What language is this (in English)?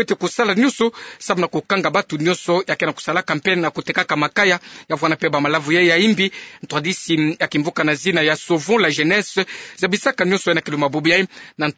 Kituba (Democratic Republic of Congo)